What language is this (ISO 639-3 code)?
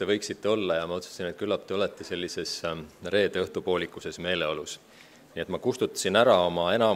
est